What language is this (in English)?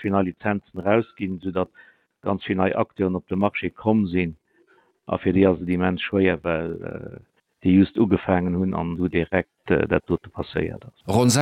Luxembourgish